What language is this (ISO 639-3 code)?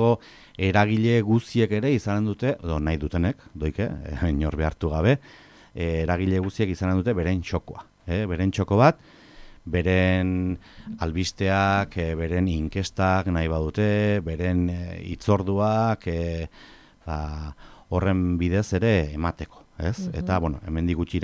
eus